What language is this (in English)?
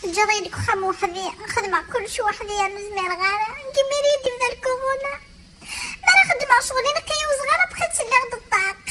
Kabyle